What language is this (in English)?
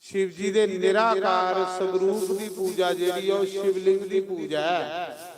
Dogri